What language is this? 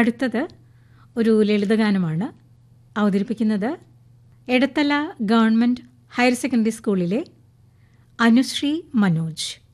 Malayalam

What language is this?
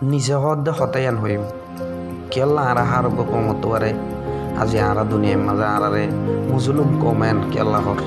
Rohingya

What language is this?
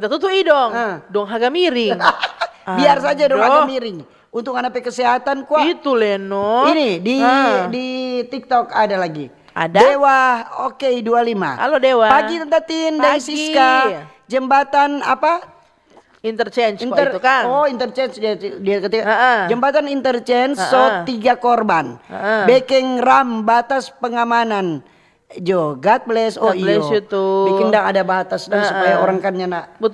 Manado Malay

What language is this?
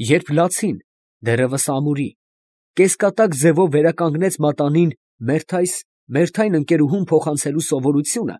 Armenian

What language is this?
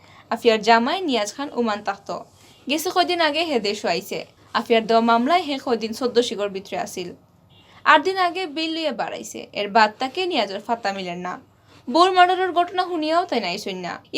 Sylheti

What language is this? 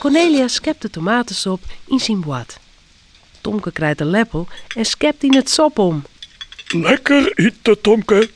Western Frisian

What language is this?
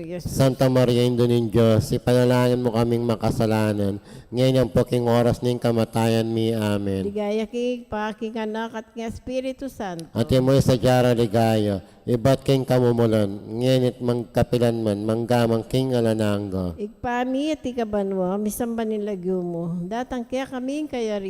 Pampanga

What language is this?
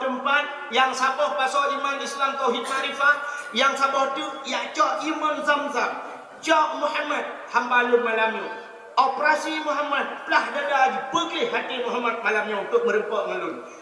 Achinese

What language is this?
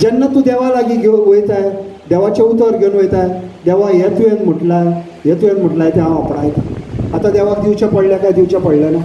Konkani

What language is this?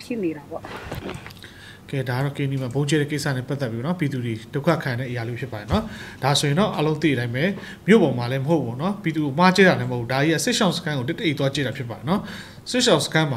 Burmese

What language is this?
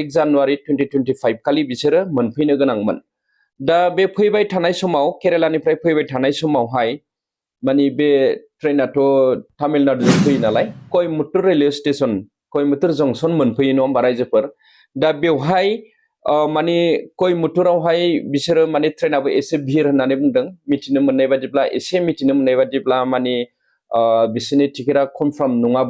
Bodo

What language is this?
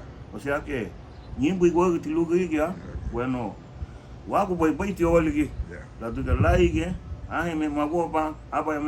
Garifuna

